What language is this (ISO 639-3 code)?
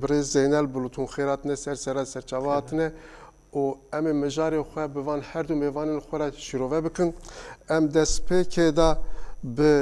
kur